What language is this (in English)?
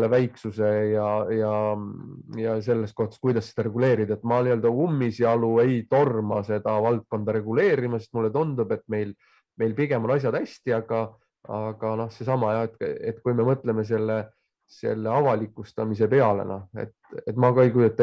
Estonian